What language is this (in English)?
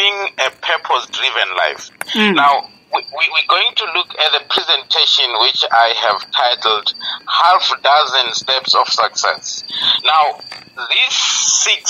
English